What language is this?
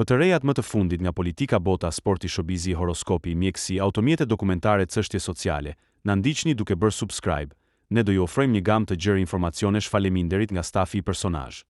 Albanian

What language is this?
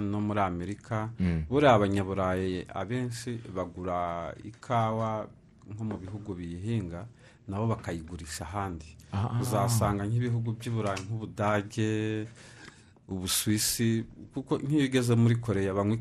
Kinyarwanda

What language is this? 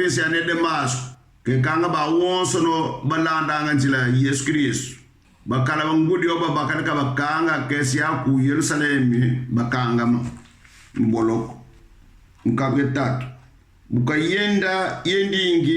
Kongo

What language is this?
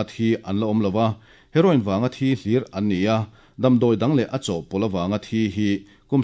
Mizo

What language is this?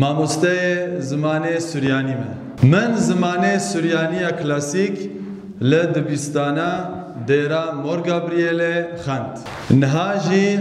Kurdish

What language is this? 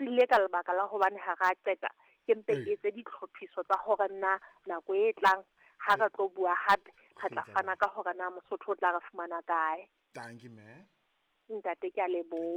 Southern Sotho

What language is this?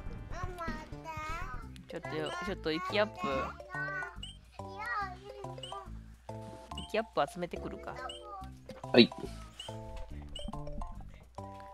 Japanese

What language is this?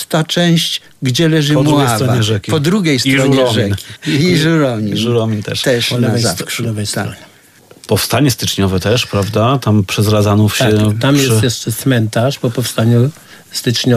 Polish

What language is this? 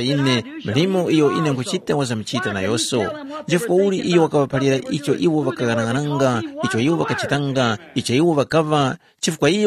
Tumbuka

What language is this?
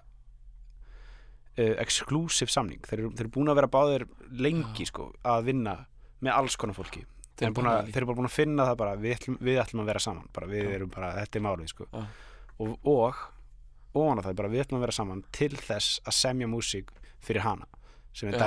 Icelandic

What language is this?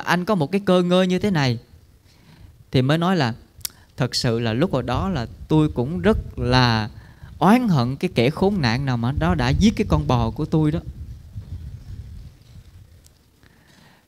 Vietnamese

